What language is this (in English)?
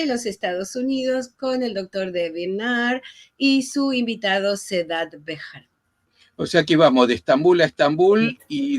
Ladino